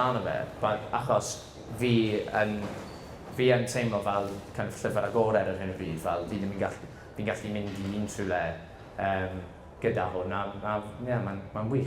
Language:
Welsh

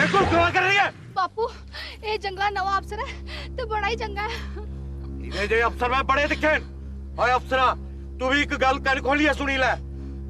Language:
Dogri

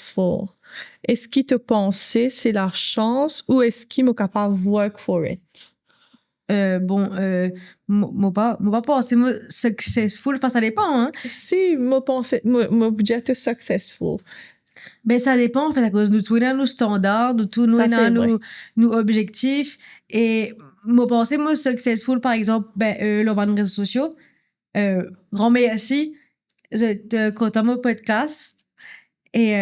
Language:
Morisyen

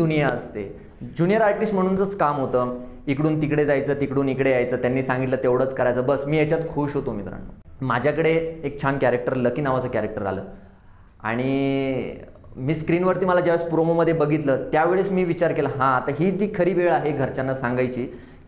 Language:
Marathi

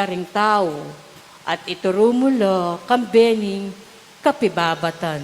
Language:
Pampanga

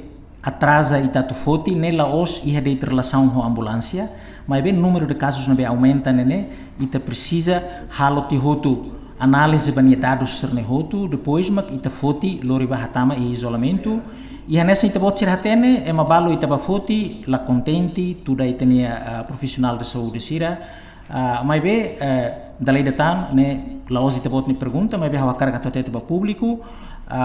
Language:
Tetum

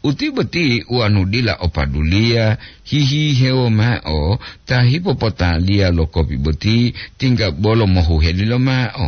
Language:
Gorontalo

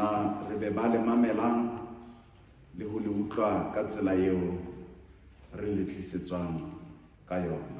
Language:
Southern Sotho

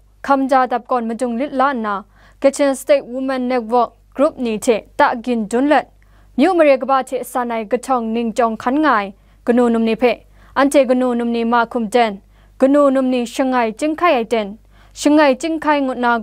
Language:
Kachin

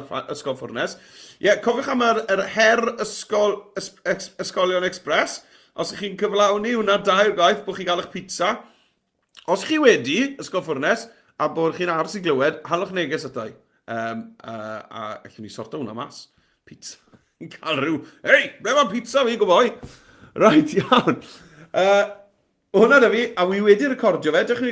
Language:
Welsh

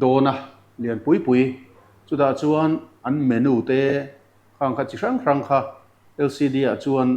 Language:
Mizo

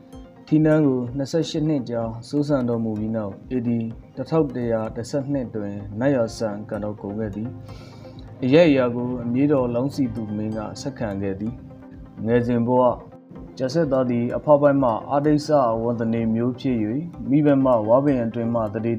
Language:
Burmese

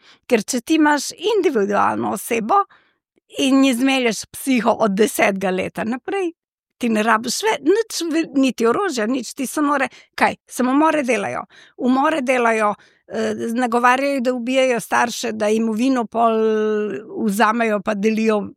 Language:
Slovenian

